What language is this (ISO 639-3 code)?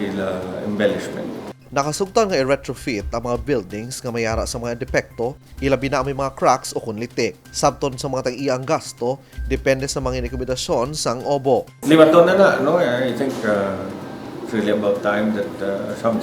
hil